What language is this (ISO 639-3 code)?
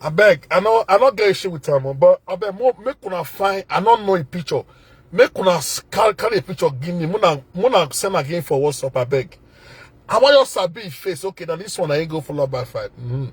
pcm